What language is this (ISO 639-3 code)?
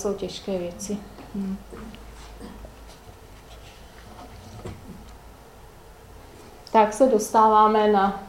ces